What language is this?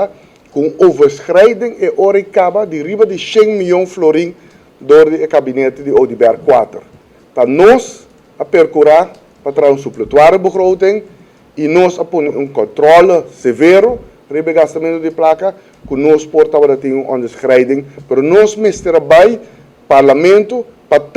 Papiamento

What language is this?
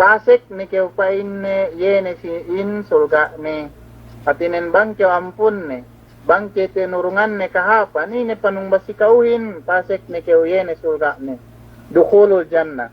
Yakan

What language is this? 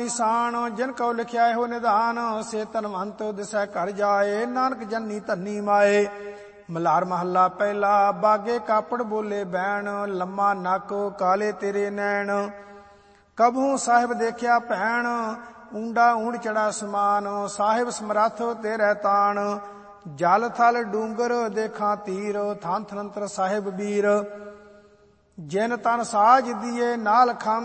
Punjabi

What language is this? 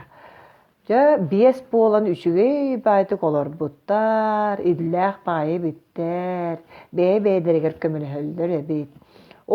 Yakut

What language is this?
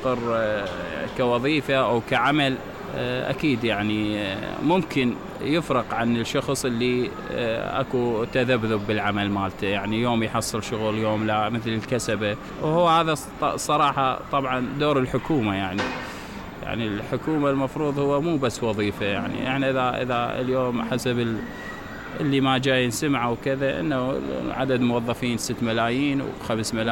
Mesopotamian Arabic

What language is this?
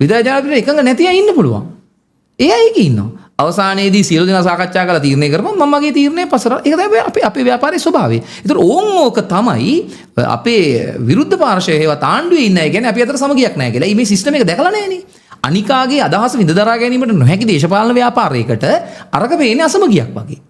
Sinhala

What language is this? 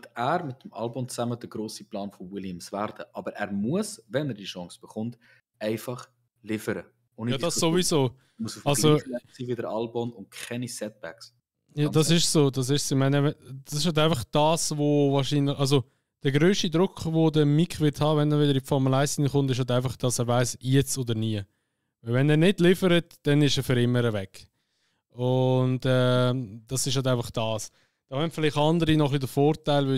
Swiss German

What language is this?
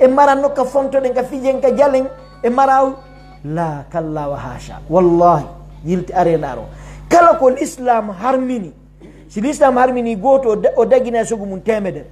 Pular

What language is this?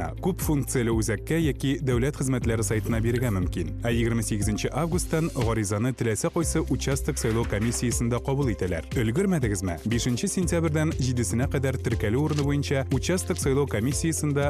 Tatar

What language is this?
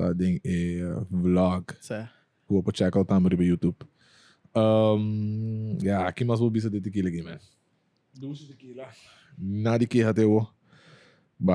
Papiamento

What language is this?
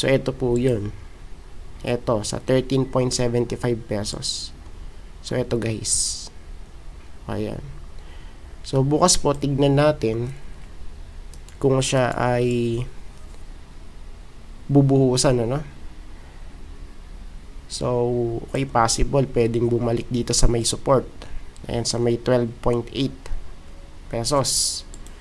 Filipino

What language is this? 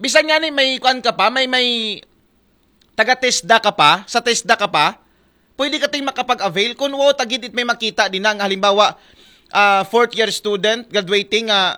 Aklanon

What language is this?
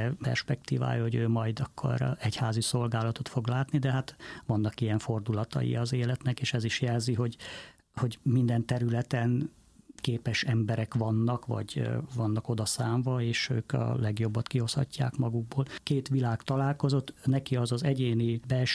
Hungarian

